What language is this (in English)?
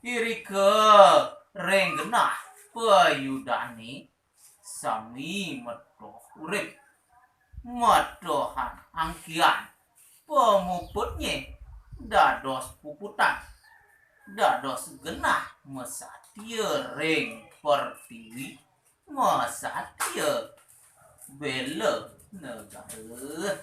Balinese